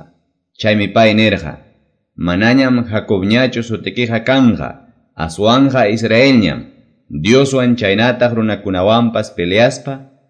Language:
Quechua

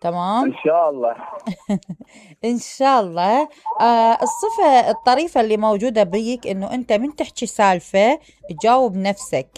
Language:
Mesopotamian Arabic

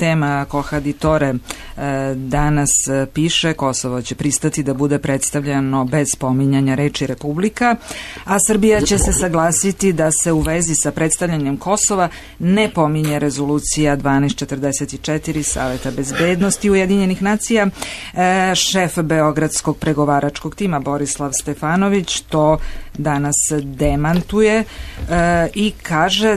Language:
Serbian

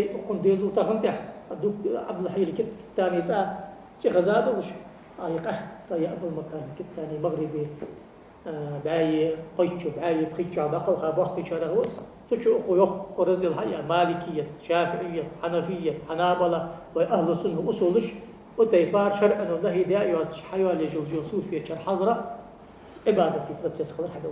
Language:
Ingush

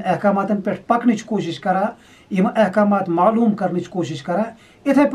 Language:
Kashmiri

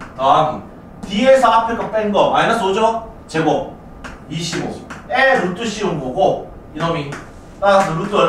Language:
Korean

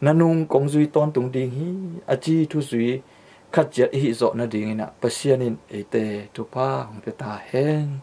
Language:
Tedim Chin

